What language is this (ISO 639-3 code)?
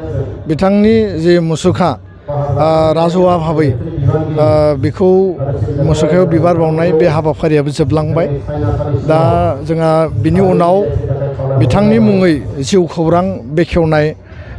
brx